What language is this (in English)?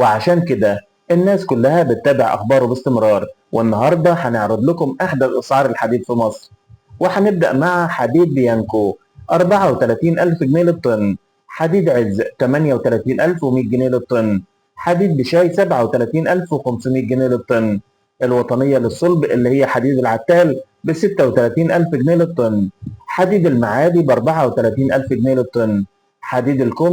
Egyptian Arabic